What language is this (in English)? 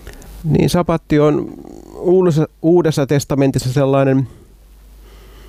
Finnish